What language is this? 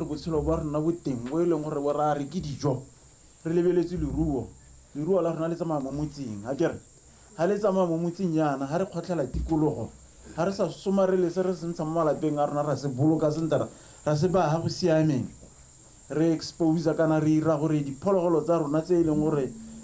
Tswana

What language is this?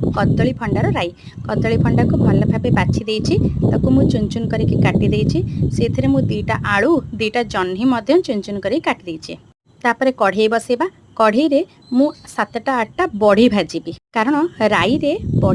Odia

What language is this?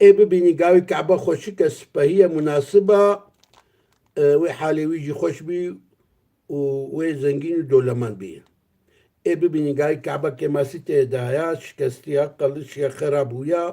Kurdish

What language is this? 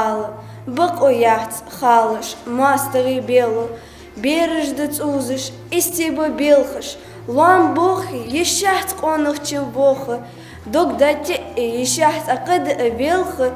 Ingush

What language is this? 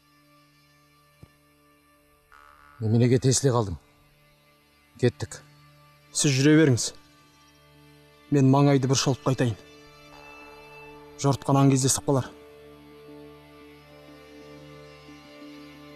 Kazakh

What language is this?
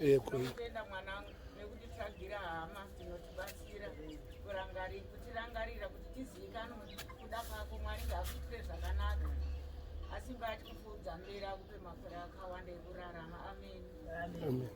Shona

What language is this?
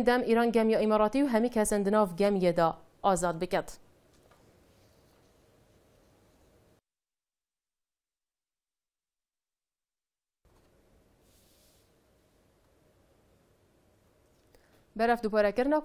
Kurdish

